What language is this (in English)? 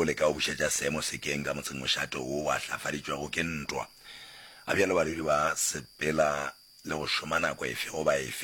Northern Sotho